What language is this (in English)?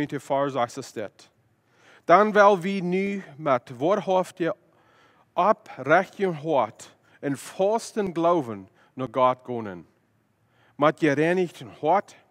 Plautdietsch